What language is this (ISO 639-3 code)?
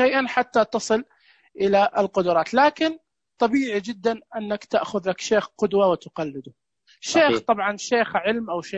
ars